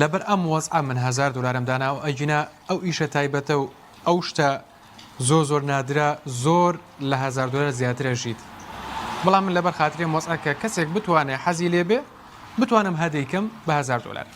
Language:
Central Kurdish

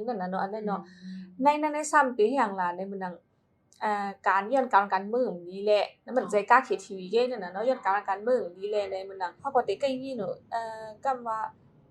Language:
Shan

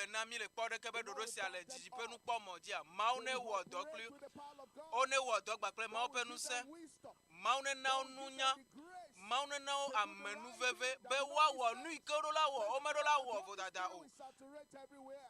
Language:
Ewe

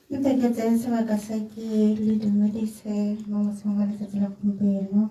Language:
Tswana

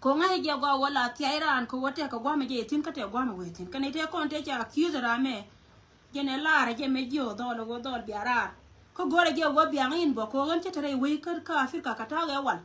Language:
Nuer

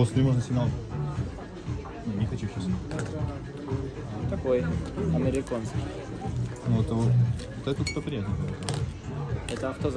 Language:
Russian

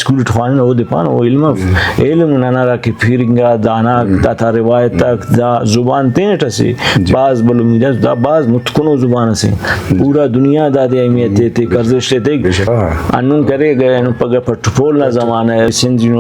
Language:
Brahui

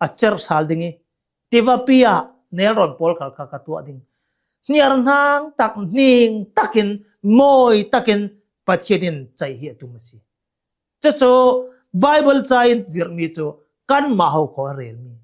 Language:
Hakha Chin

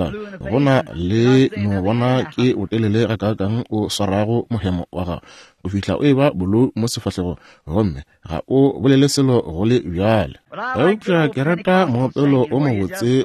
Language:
Northern Sotho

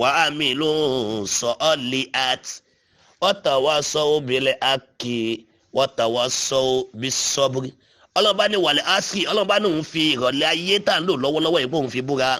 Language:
Yoruba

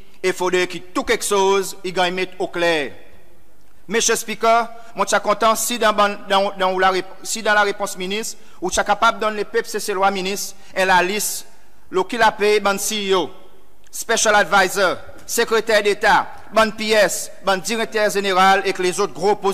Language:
Seselwa Creole French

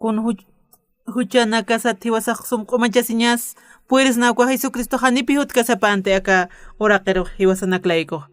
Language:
Aymara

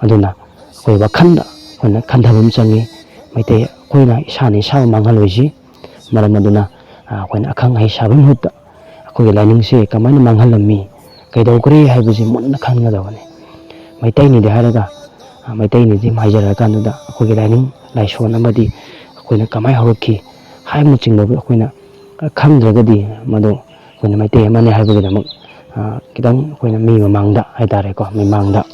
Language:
Manipuri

